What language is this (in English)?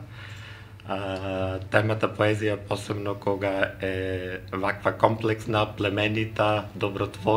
Macedonian